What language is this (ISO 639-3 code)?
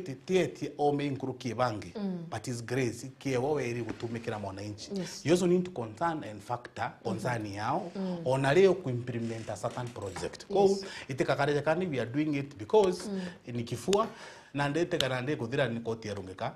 mer